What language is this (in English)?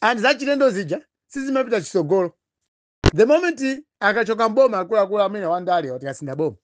Nyanja